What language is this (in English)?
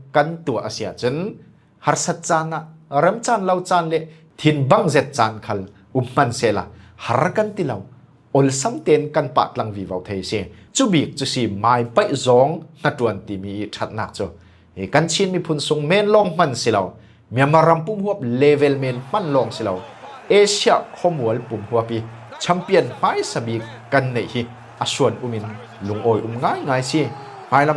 Falam Chin